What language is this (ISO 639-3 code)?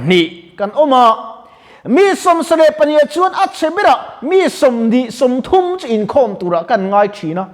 lus